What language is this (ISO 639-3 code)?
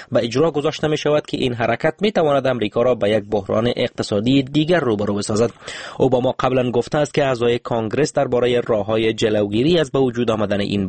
fas